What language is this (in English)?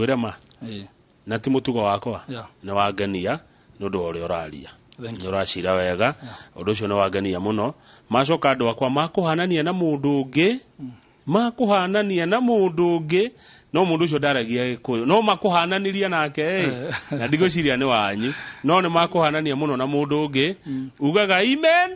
Kikuyu